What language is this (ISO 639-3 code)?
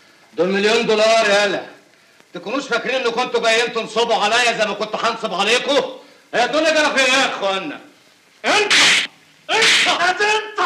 arz